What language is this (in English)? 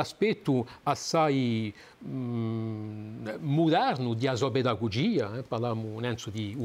Italian